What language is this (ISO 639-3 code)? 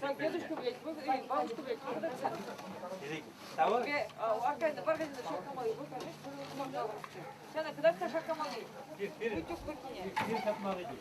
chv